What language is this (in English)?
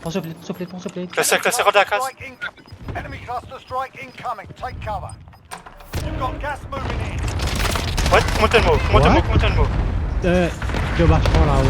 Morisyen